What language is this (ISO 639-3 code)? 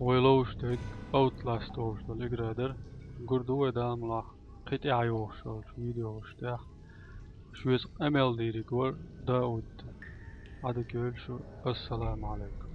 che